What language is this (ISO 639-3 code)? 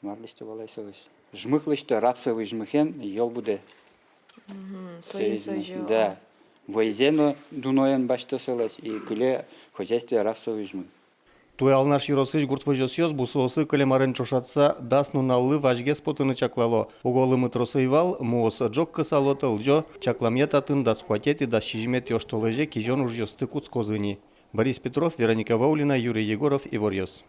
udm